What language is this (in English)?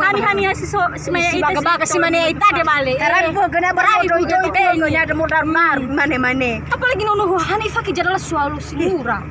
Nias